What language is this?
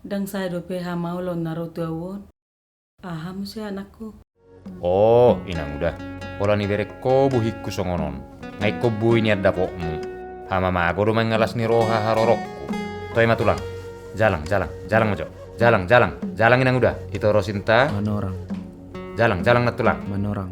Batak Toba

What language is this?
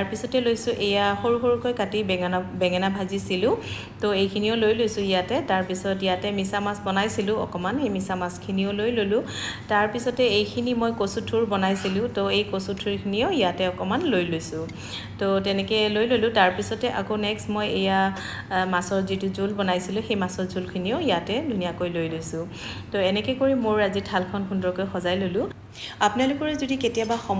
Assamese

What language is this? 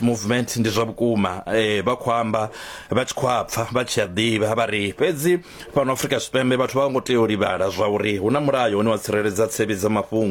Venda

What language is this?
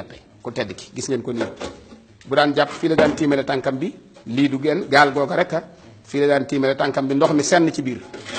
Wolof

